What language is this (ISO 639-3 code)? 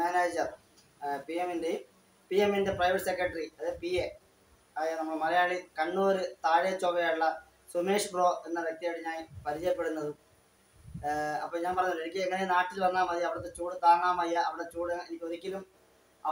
mal